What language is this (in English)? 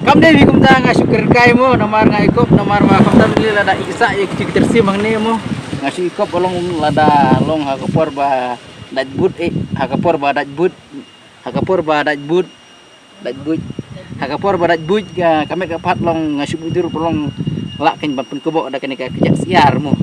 Khasi